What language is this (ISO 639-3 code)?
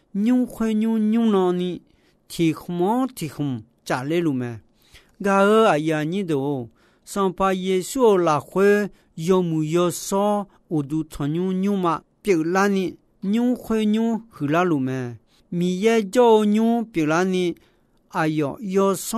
ahk